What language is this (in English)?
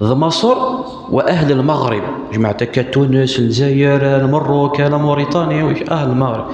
Kabyle